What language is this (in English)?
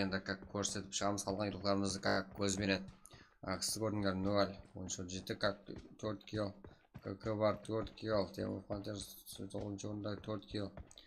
Kara-Kalpak